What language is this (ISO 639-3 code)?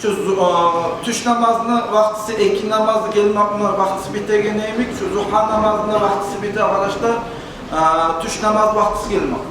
kum